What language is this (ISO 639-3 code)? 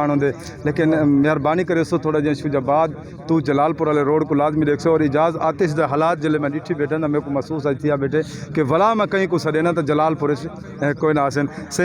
skr